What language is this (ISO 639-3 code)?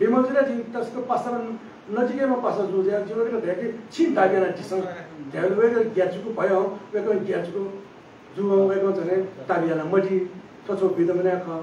new